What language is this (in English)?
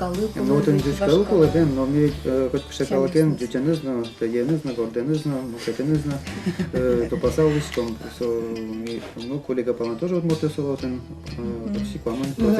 Udmurt